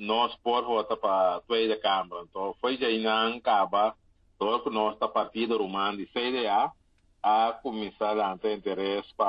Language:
Papiamento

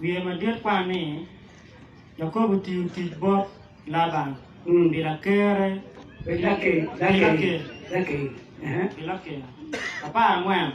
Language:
Acoli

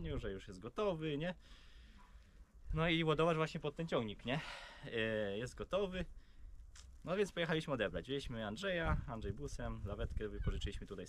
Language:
Polish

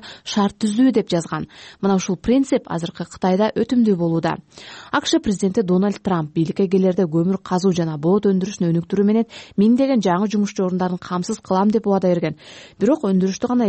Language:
Kyrgyz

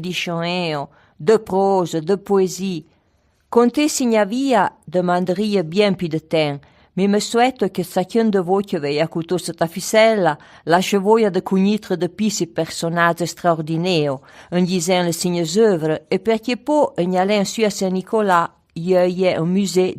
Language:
Arpitan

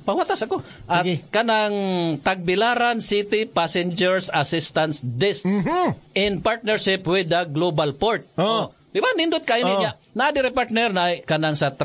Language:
Cebuano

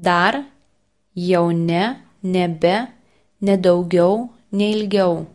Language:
Lithuanian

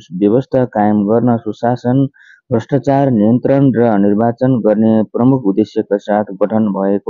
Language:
Nepali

